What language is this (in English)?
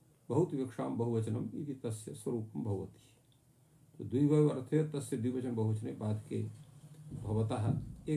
Sanskrit